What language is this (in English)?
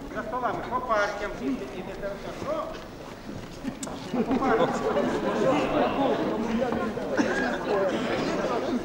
Ukrainian